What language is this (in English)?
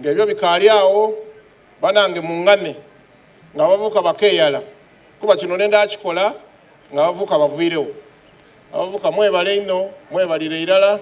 Soga